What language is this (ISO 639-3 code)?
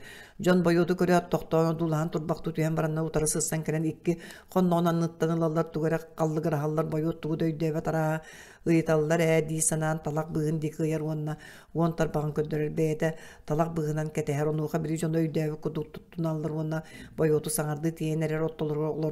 sah